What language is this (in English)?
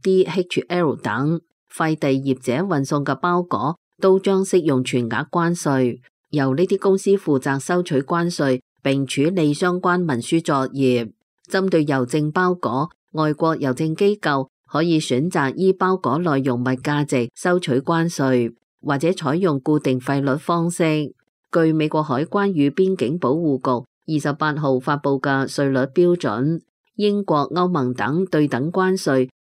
Cantonese